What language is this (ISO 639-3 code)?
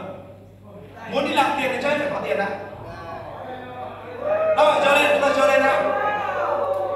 vie